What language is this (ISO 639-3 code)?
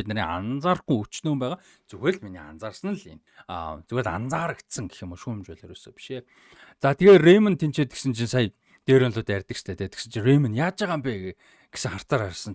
mon